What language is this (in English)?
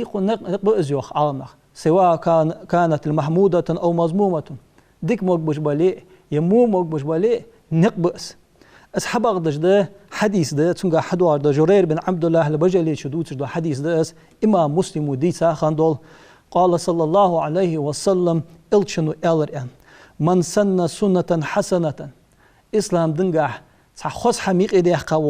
Ingush